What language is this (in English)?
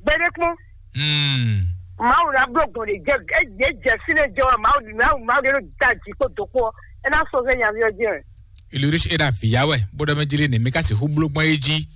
Fon